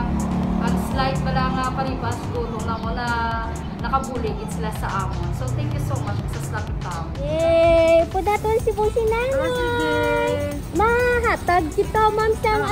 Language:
Hiligaynon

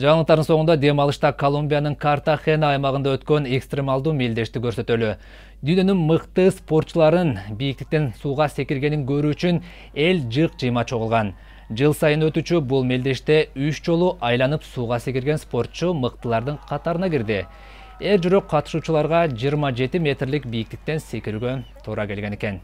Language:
Kyrgyz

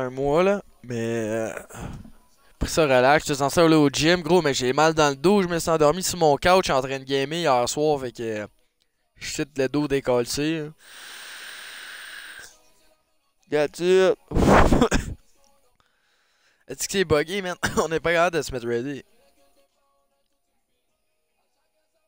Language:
French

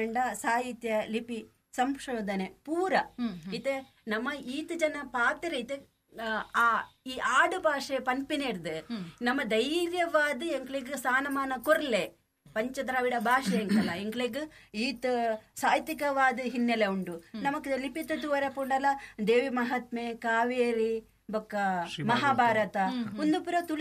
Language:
Tulu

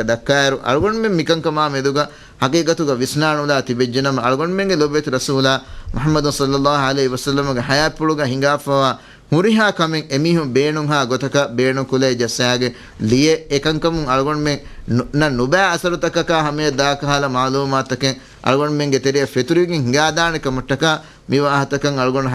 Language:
Divehi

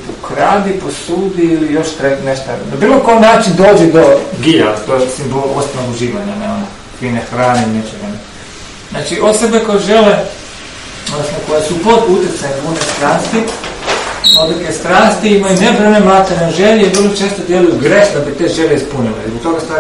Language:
Croatian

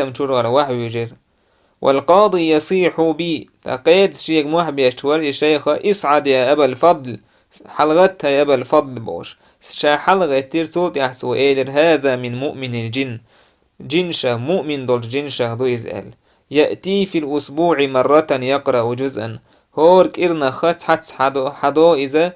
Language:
Chechen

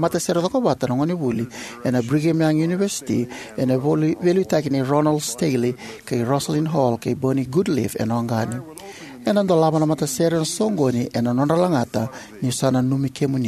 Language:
Fijian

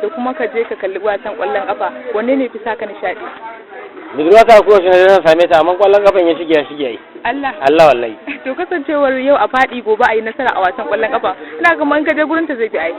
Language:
Hausa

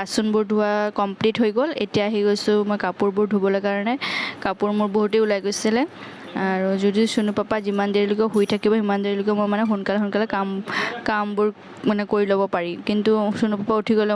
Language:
Assamese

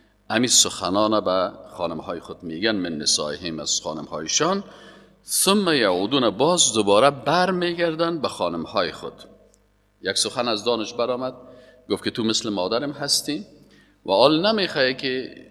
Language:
Persian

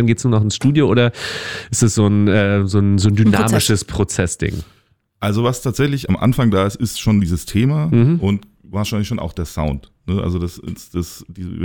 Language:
German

